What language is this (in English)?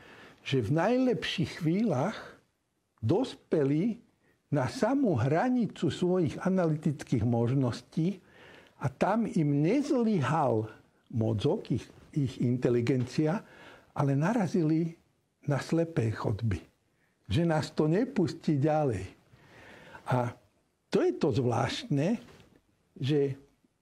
Slovak